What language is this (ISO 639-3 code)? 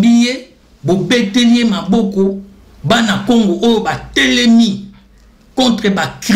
lin